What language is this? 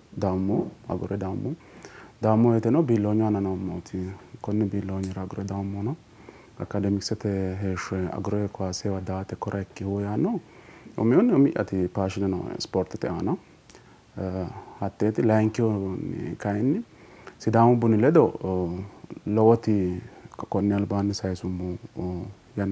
Sidamo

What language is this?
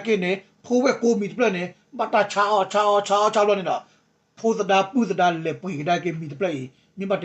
S'gaw Karen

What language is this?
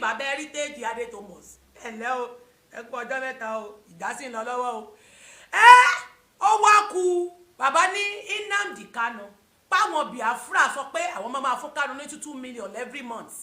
Yoruba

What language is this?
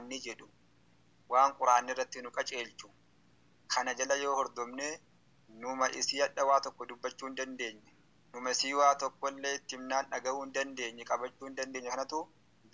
Oromo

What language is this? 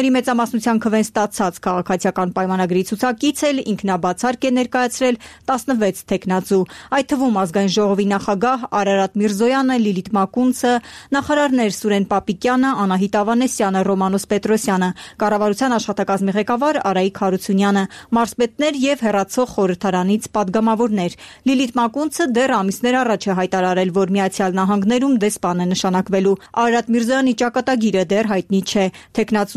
Armenian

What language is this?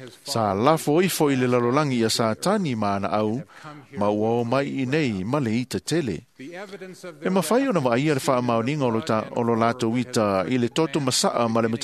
Samoan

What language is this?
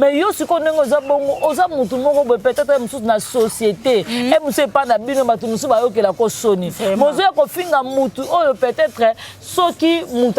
Lingala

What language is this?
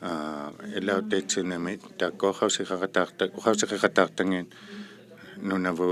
Inuktitut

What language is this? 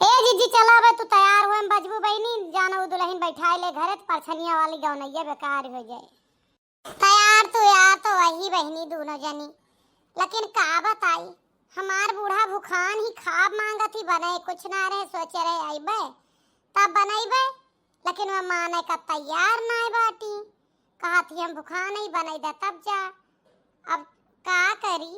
Awadhi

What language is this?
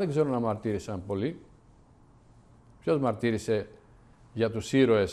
Greek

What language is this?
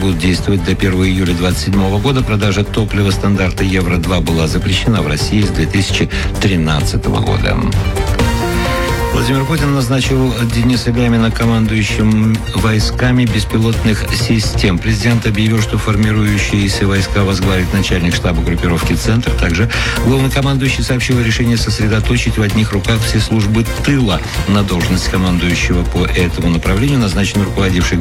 Russian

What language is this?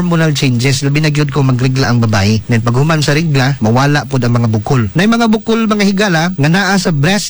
Cebuano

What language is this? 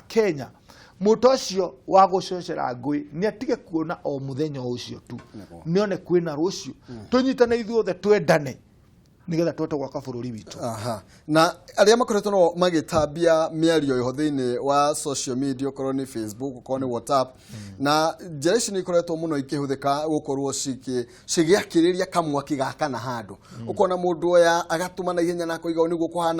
Kikuyu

